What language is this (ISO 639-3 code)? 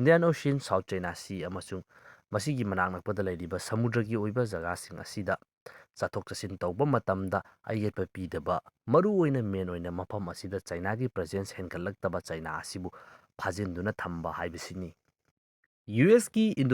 mni